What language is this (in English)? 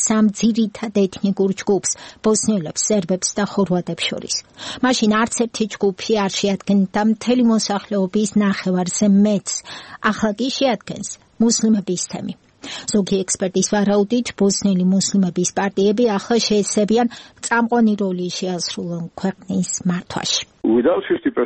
Georgian